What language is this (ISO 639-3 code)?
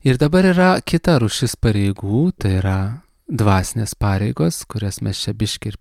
lit